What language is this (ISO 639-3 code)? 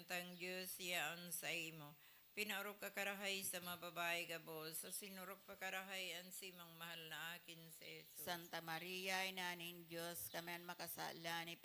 bik